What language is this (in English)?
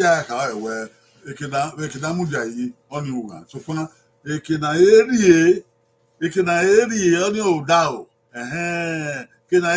Bini